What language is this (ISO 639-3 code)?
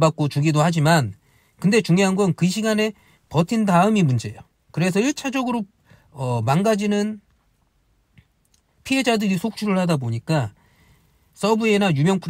kor